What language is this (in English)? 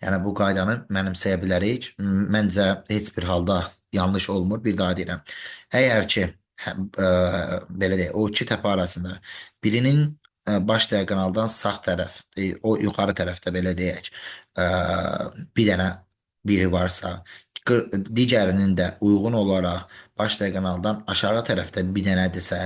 Azerbaijani